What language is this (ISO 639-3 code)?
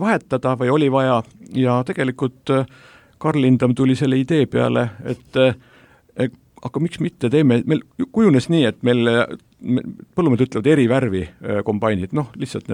est